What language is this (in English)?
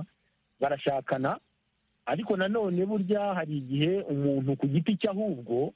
Kinyarwanda